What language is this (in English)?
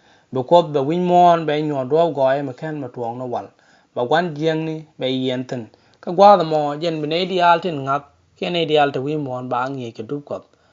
Nuer